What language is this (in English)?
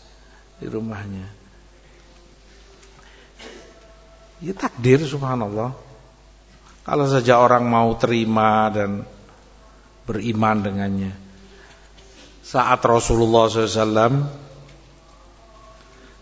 Indonesian